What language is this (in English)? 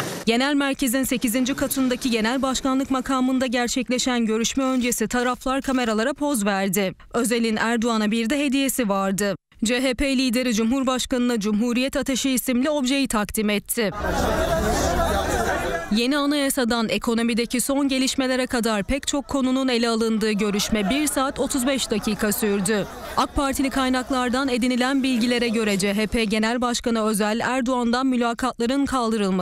Turkish